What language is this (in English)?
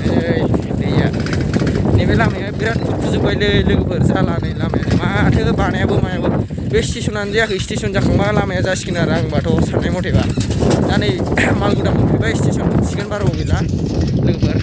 Bodo